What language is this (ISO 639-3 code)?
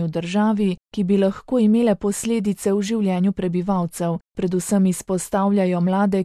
slv